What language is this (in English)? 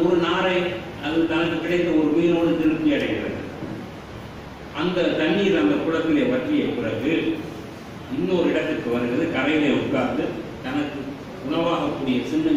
Tamil